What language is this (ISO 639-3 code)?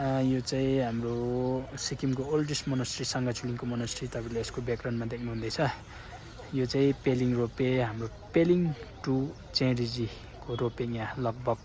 nep